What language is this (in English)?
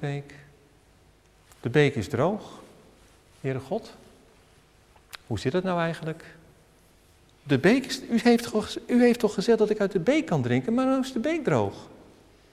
Dutch